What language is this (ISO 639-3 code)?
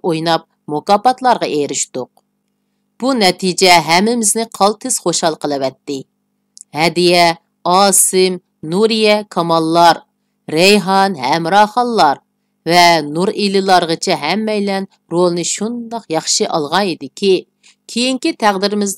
uig